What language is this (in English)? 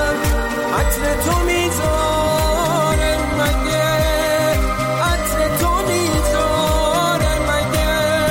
Persian